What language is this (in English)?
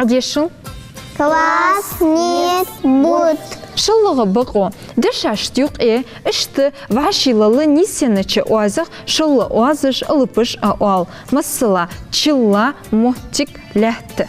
Ingush